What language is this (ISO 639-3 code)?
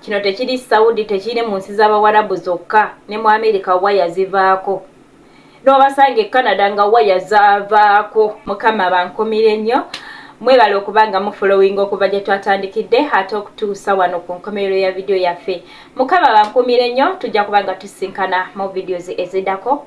lug